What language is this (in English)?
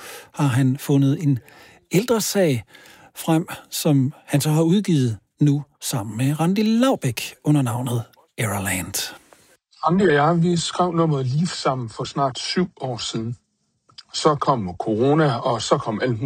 Danish